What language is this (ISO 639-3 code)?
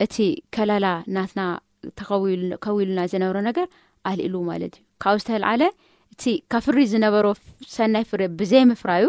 tir